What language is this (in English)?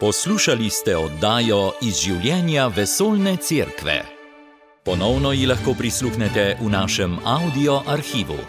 Slovenian